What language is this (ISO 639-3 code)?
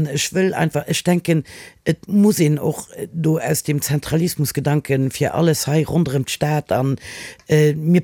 ltz